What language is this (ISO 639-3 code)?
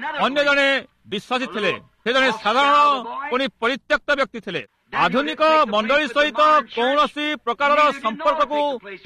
ori